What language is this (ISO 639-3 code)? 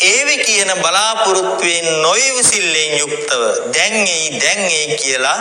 sin